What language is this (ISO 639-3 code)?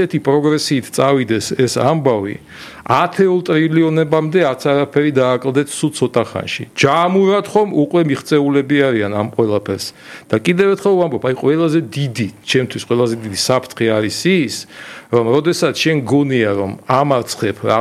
kat